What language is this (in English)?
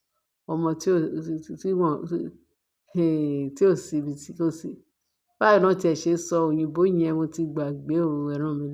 Yoruba